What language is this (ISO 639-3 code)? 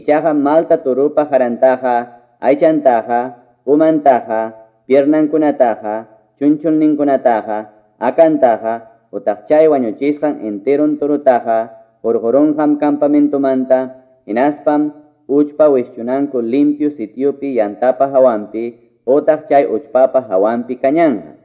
que